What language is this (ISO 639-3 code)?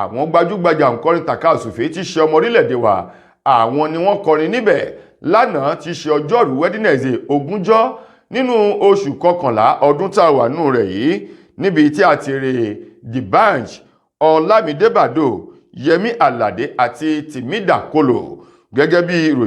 yor